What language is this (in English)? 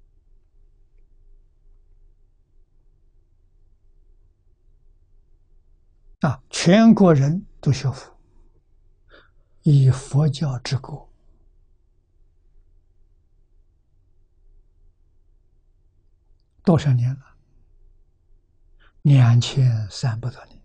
Chinese